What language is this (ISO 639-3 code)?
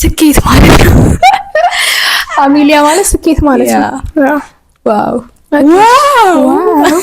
amh